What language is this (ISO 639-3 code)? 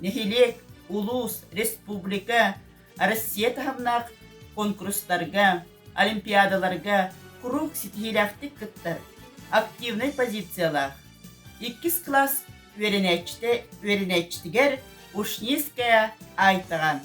sah